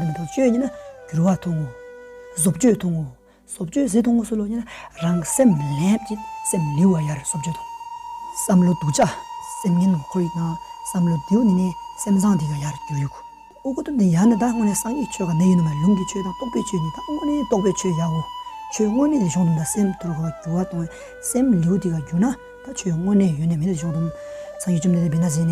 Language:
Tibetan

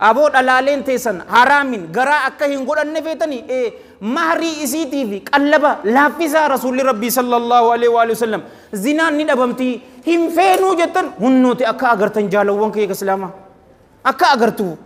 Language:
Oromo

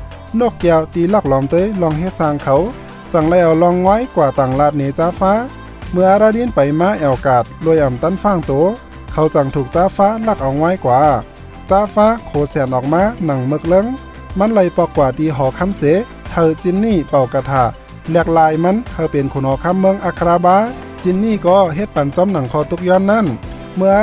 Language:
Shan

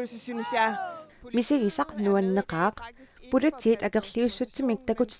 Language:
Kalaallisut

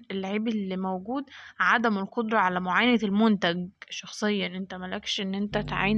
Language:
Egyptian Arabic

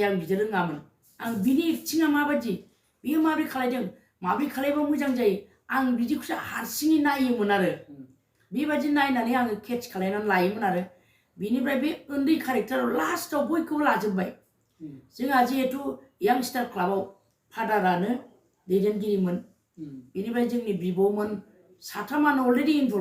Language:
Bodo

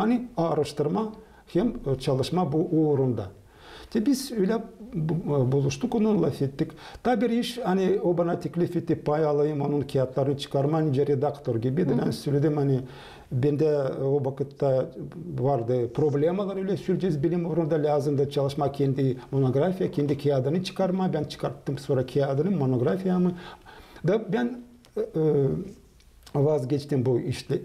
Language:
Gagauz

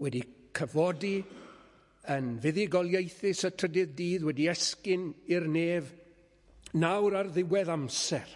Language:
Welsh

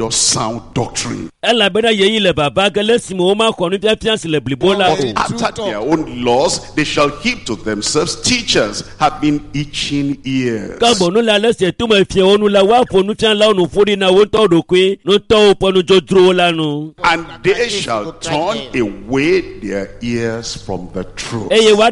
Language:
Ewe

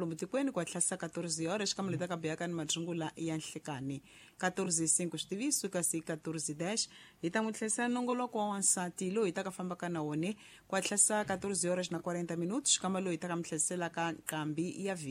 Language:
Tsonga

